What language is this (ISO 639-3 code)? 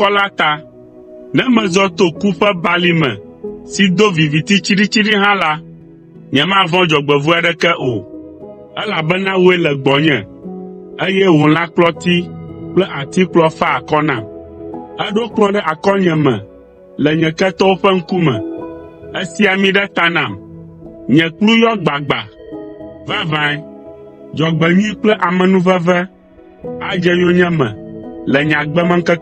ewe